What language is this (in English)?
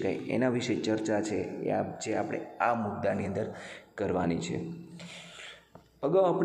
Gujarati